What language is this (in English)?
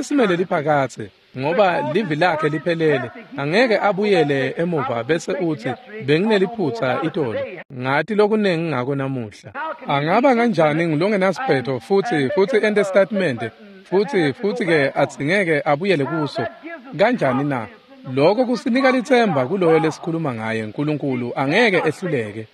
Swati